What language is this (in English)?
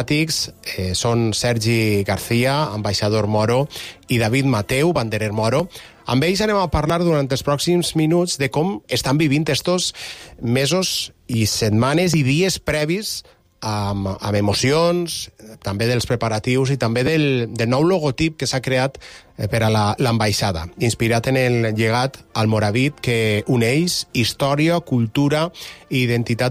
Catalan